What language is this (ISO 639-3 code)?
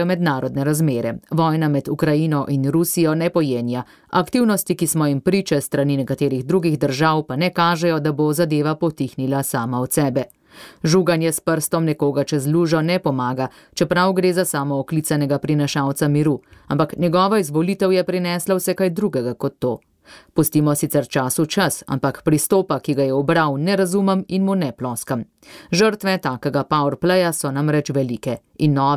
slv